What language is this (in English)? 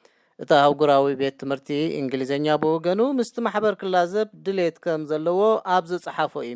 Tigrinya